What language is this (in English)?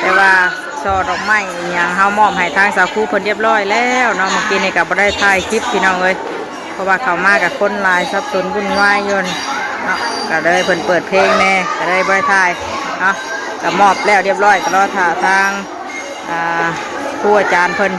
Northeastern Thai